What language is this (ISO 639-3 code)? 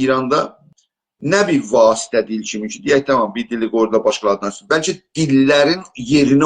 azb